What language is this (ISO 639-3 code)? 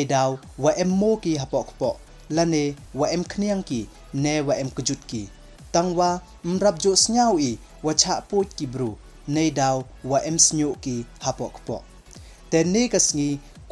pbv